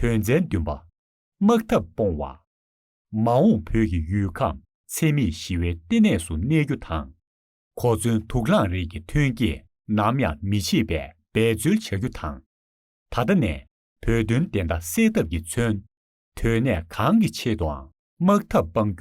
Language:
Tibetan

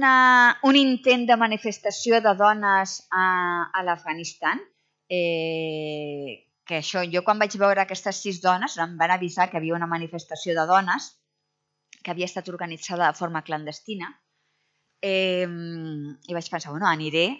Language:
Catalan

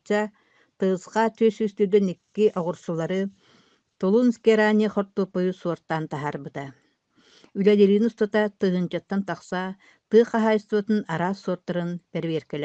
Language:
Yakut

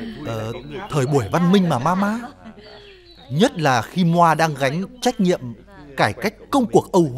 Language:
Vietnamese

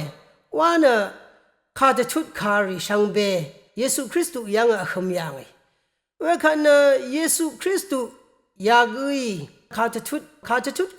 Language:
Rawang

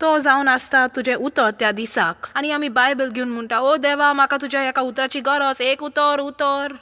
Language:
Konkani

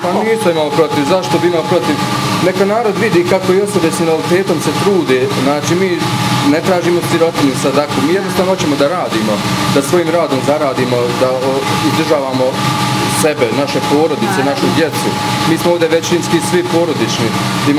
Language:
Bosnian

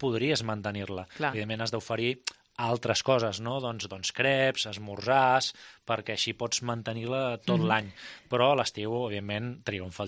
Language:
Catalan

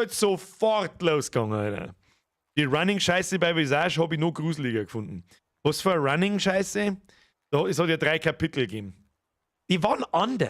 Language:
Bavarian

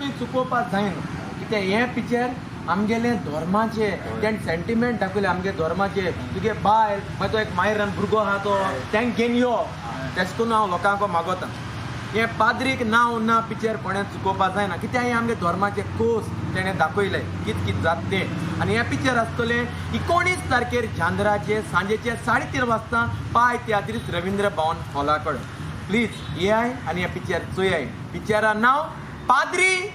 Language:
Konkani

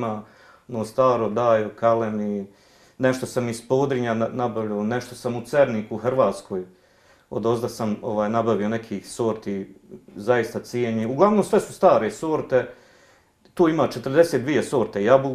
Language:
Bosnian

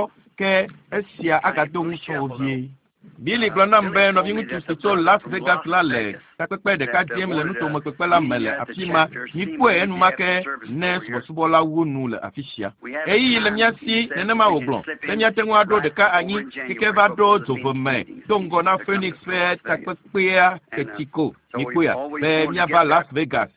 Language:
Ewe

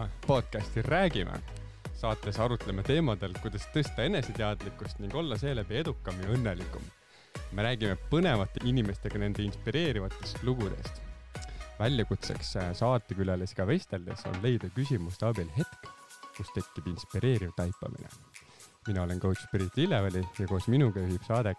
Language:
Estonian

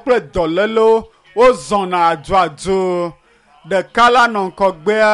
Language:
Ewe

